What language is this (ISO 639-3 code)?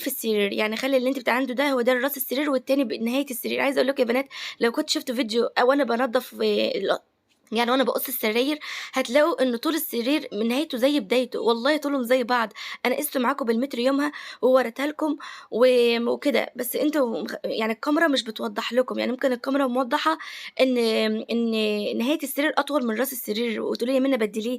arz